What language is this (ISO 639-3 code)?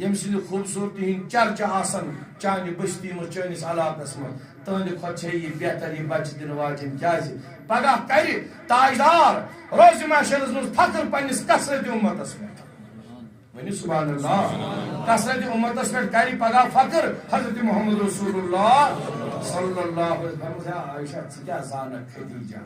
kas